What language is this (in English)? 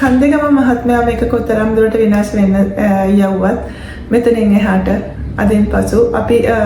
Sinhala